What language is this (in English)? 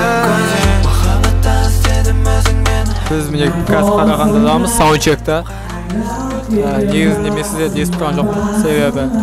Kazakh